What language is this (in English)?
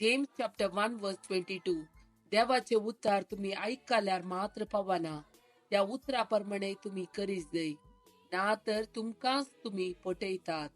Konkani